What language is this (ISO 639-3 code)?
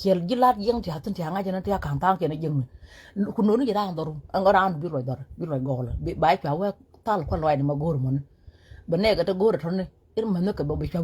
nus